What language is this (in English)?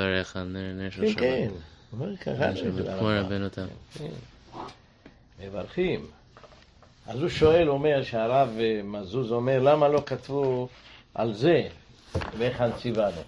Hebrew